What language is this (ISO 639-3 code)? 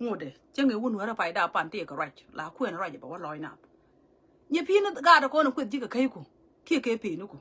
nus